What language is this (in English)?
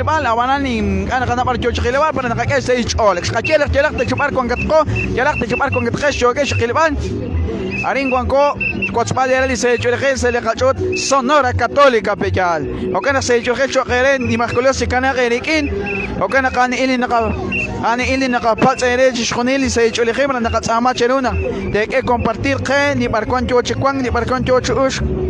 Kekchí